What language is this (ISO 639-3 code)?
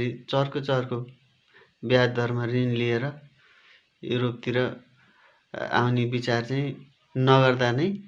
nep